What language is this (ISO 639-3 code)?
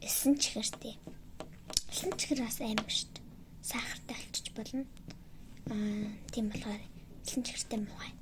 mon